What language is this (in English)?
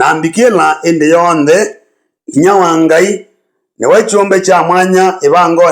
Kamba